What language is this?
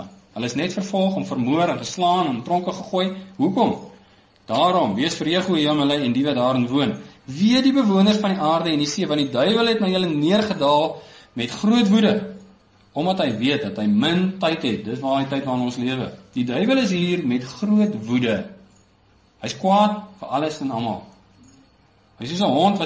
Afrikaans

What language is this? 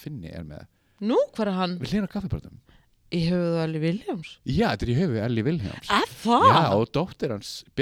Icelandic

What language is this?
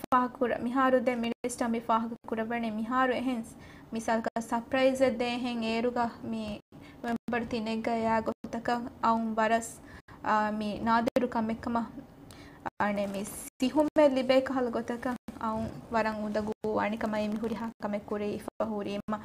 Divehi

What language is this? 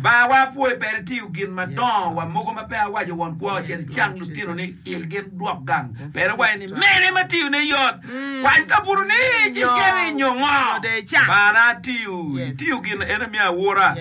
Acoli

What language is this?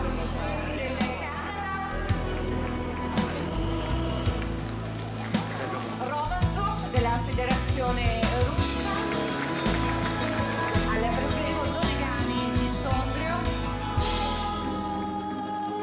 Czech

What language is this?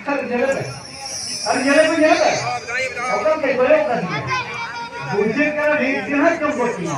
Santali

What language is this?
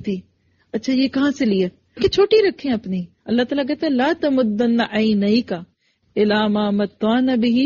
Urdu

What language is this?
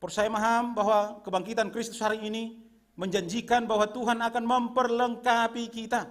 Batak Simalungun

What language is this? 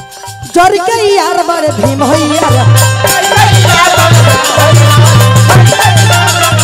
Bhojpuri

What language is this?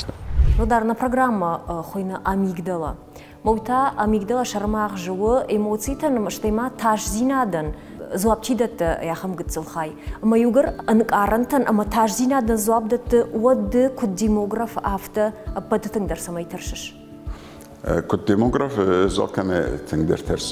Ossetic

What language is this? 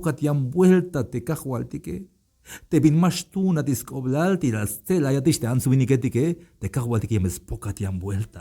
Tzeltal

